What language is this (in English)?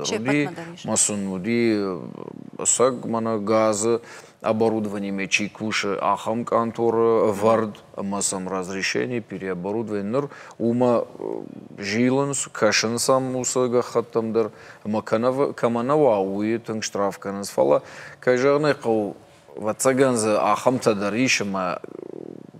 Ossetic